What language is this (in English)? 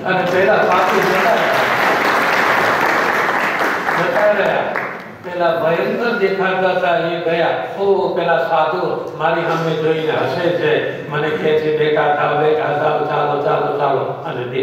Gujarati